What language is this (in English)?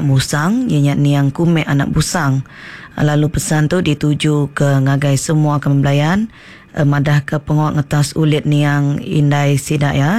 Iban